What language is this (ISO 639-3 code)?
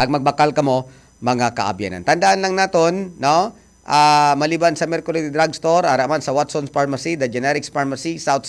hil